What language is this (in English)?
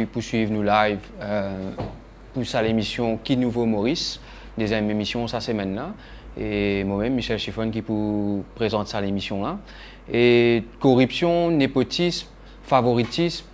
Morisyen